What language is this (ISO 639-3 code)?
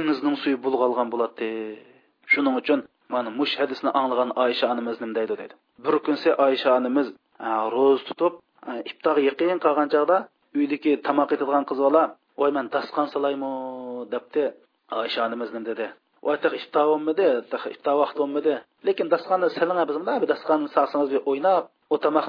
uig